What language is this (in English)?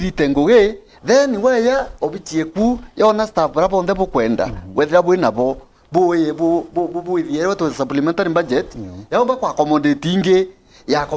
Meru